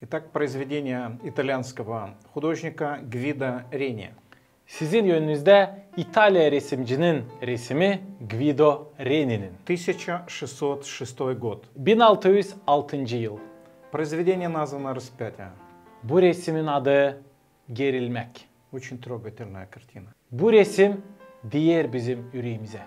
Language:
Gagauz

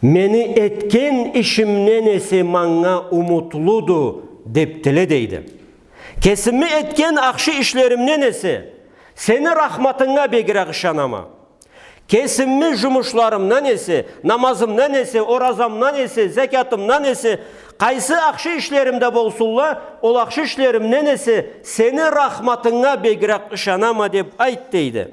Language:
Karachay-Balkar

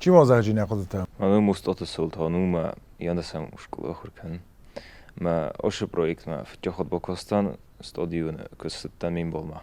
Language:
Ossetic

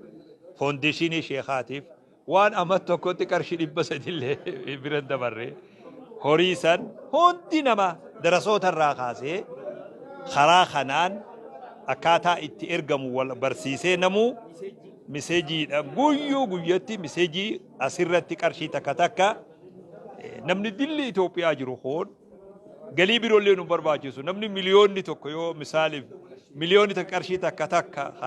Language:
Oromo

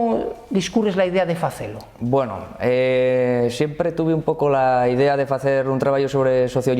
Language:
Asturian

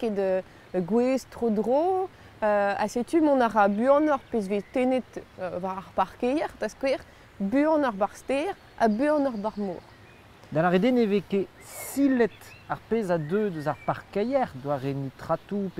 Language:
Breton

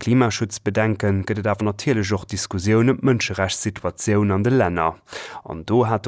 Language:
Luxembourgish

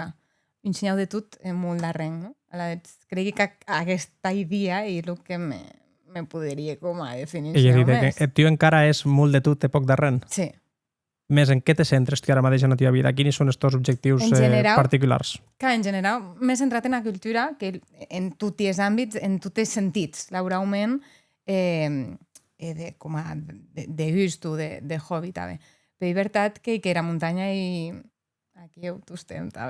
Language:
Occitan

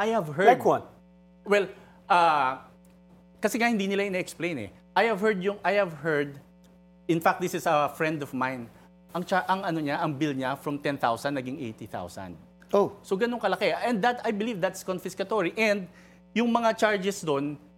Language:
Filipino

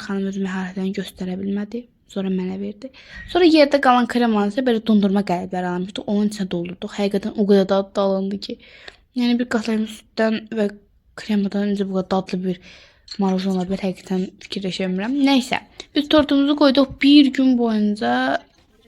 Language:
Azerbaijani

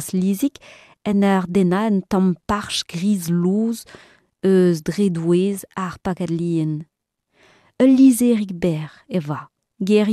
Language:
Breton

